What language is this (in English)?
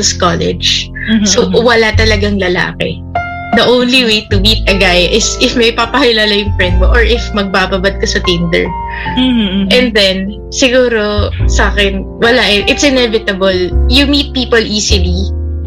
Filipino